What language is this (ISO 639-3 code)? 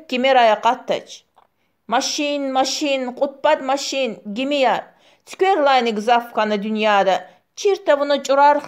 lez